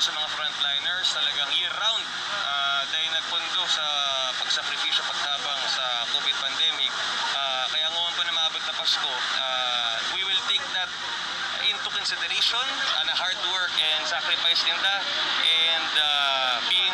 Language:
Bikol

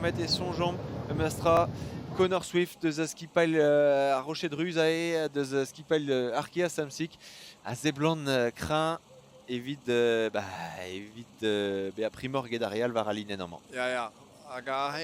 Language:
Breton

